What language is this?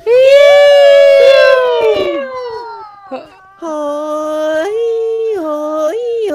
Thai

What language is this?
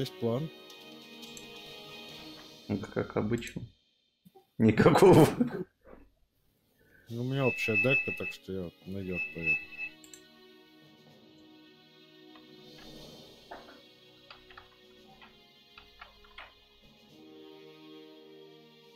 Russian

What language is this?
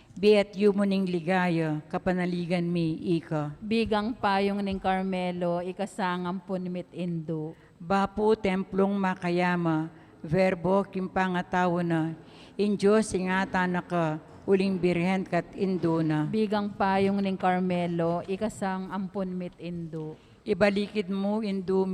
Pampanga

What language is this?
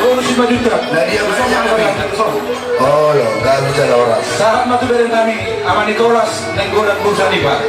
Batak Toba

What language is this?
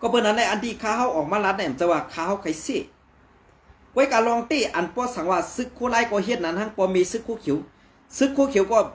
Shan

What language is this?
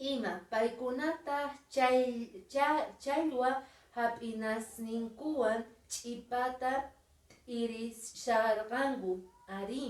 Quechua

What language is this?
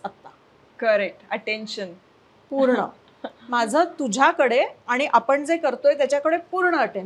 Marathi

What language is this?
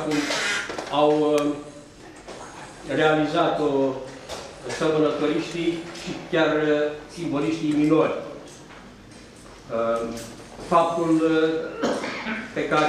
Romanian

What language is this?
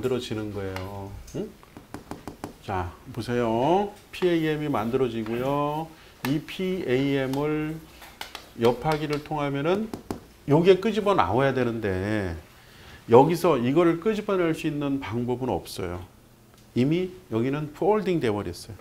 Korean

